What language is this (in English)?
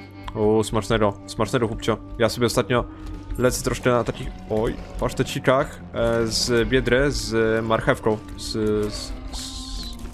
Polish